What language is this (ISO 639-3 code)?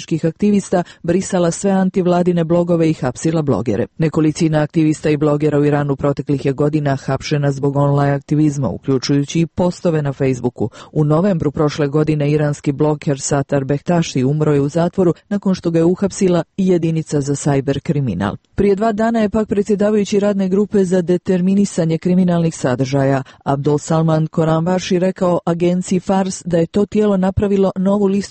srp